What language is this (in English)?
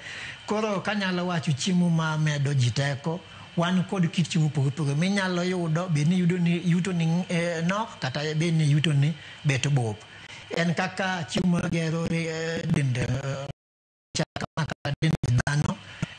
Luo (Kenya and Tanzania)